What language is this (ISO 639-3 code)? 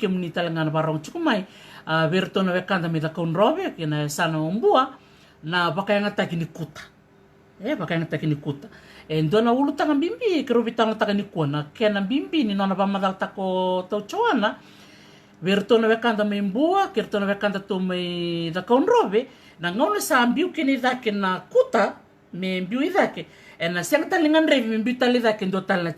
fij